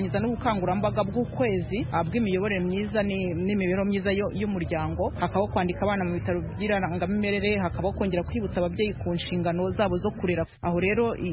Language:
Kinyarwanda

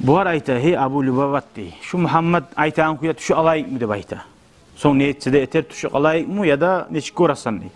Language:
Kumyk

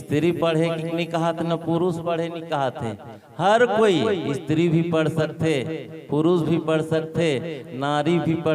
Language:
Chhattisgarhi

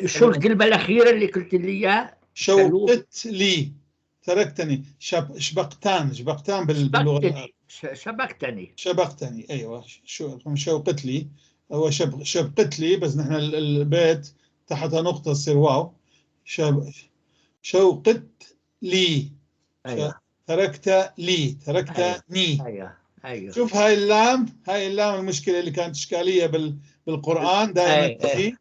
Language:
North Levantine Arabic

